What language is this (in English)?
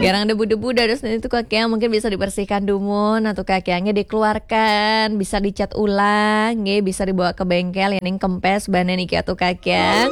Balinese